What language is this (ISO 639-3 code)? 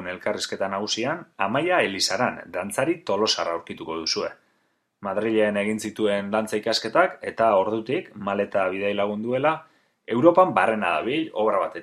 eus